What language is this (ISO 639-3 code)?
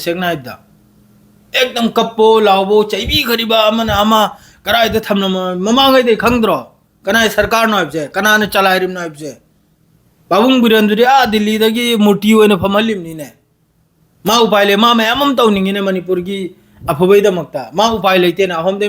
mni